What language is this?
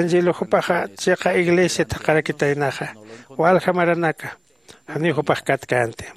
Aymara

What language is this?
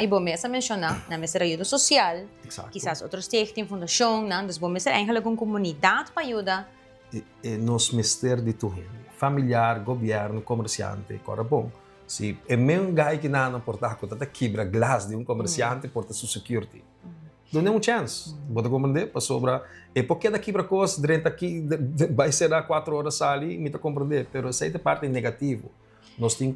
Papiamento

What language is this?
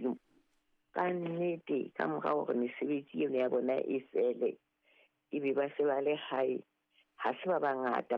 Southern Sotho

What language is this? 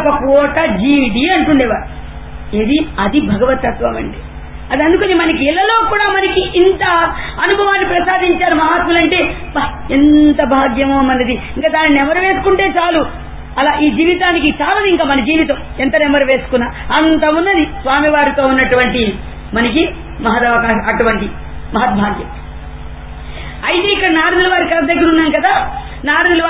Telugu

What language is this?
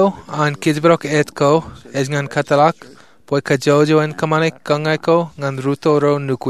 Marshallese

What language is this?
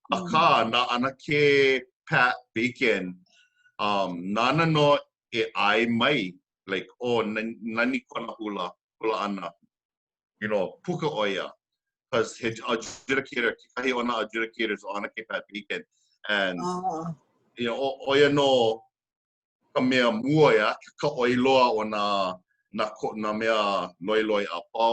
Hawaiian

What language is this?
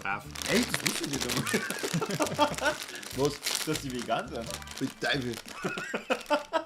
Bavarian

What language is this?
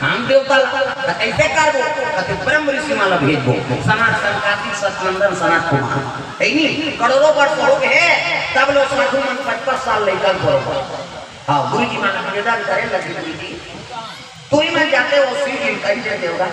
Chhattisgarhi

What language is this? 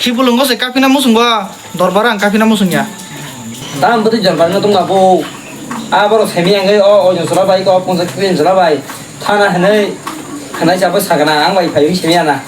Kok Borok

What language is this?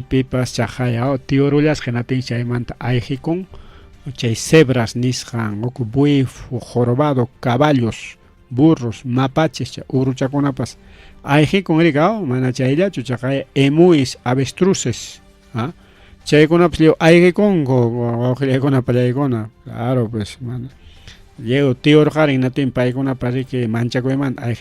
Ayacucho Quechua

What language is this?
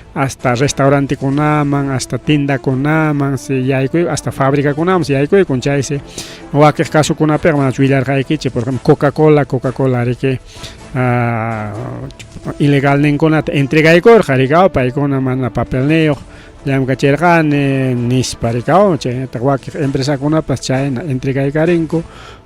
Ayacucho Quechua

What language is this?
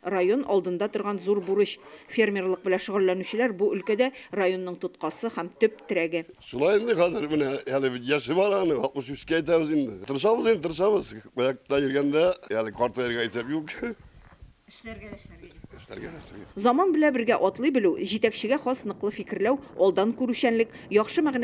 Tatar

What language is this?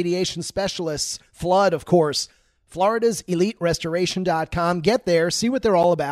English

